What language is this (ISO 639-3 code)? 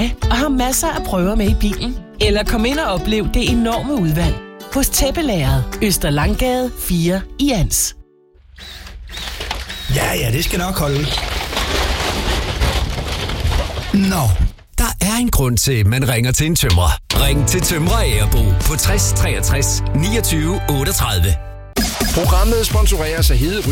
dan